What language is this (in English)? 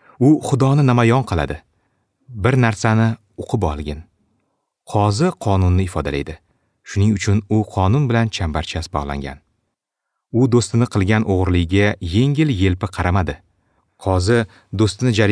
Uzbek